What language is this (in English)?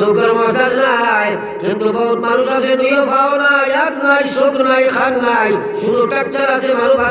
Sylheti